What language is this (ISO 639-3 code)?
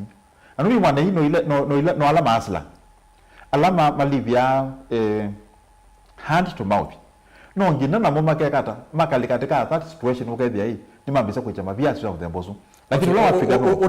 kam